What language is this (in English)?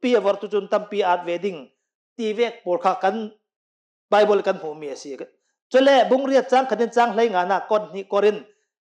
Hakha Chin